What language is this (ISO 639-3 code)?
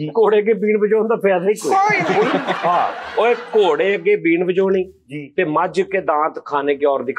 pan